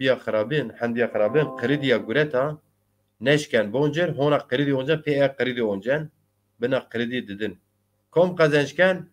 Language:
Zaza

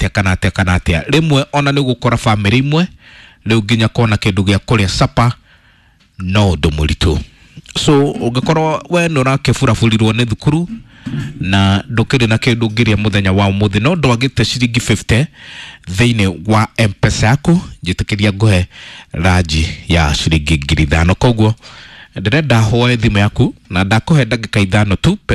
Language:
Kikuyu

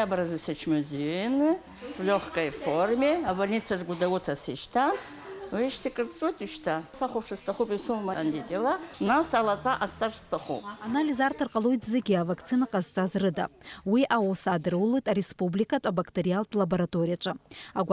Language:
Abkhazian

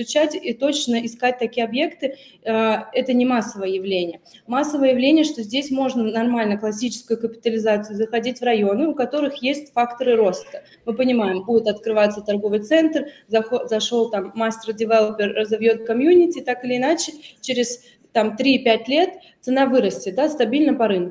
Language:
Russian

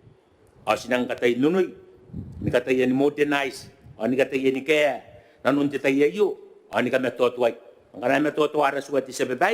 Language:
Gilbertese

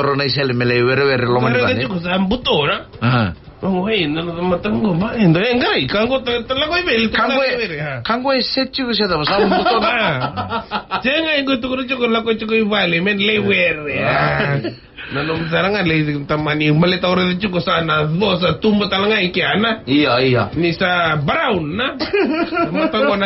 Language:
Fijian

